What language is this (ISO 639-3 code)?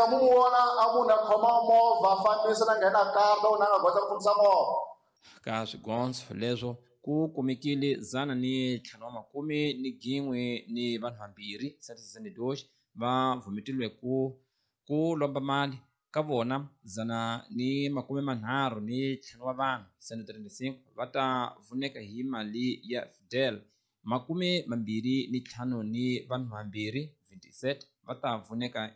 tso